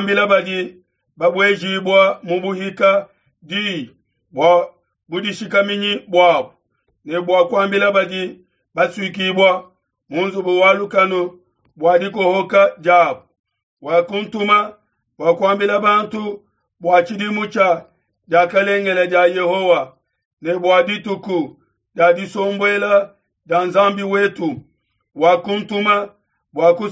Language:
Luba-Lulua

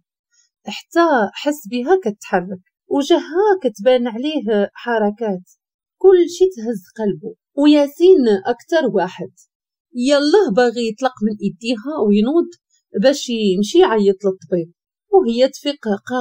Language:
Moroccan Arabic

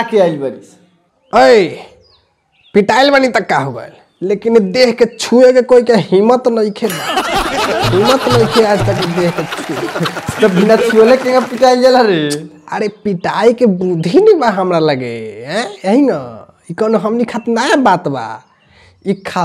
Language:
Bhojpuri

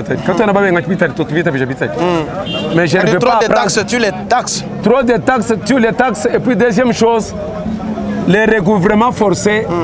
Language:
Luba-Lulua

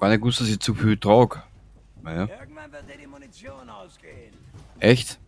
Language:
Bavarian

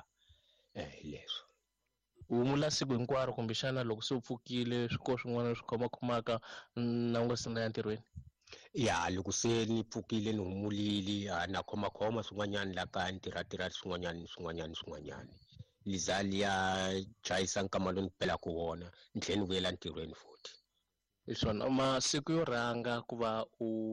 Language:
Tsonga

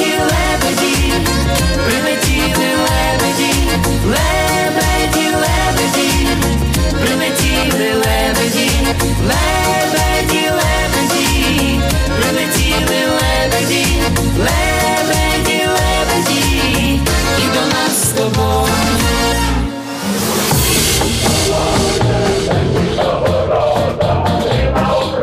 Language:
Ukrainian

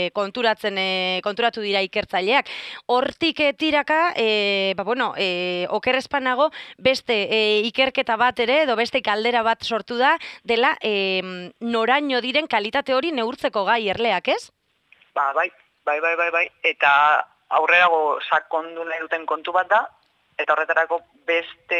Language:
Basque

